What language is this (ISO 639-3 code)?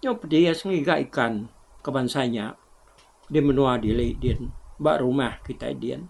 iba